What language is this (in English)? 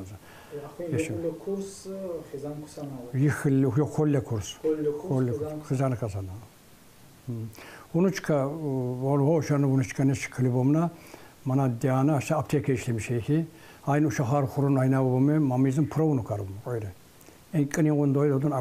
Tsakhur